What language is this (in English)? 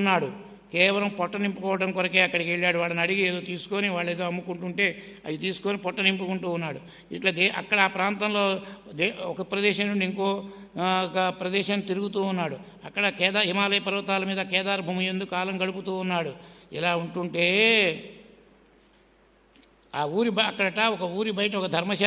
Telugu